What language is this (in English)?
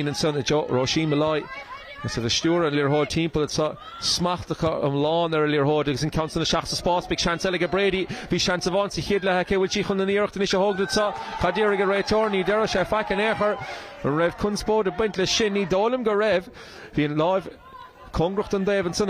Irish